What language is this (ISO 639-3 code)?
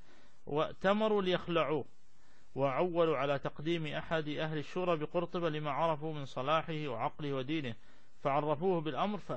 ara